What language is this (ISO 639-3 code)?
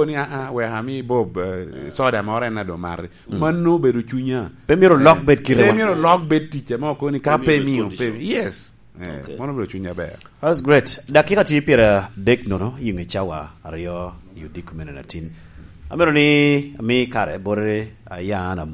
laj